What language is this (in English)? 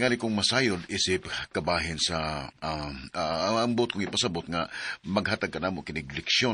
Cebuano